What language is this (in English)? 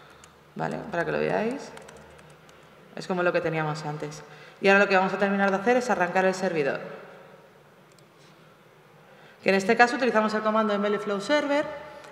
Spanish